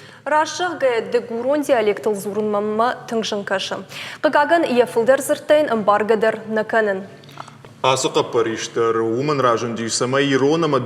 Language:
Ossetic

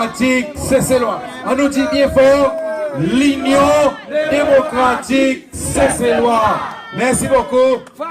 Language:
Seselwa Creole French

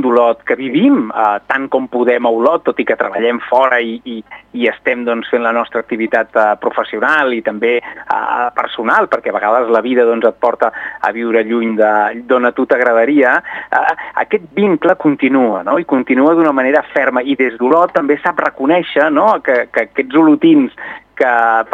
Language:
Catalan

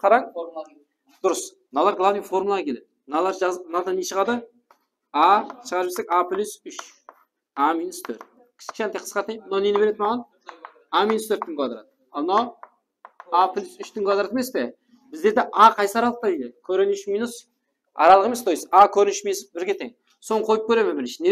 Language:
Kara-Kalpak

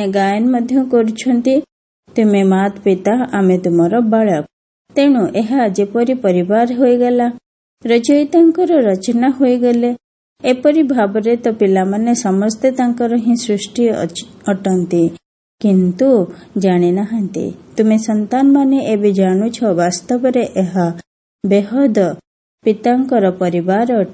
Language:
Odia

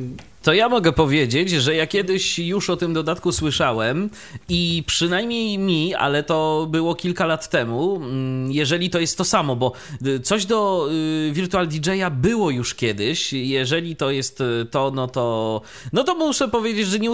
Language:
Polish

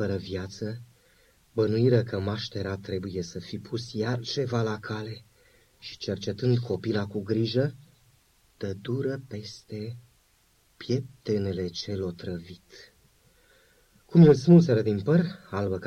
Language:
Romanian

